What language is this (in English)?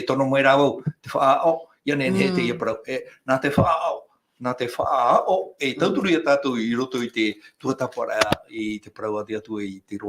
Tahitian